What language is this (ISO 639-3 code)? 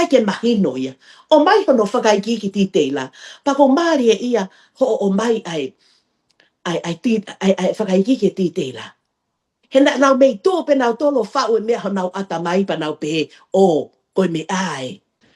ton